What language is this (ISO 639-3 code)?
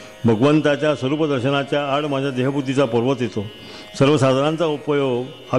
mar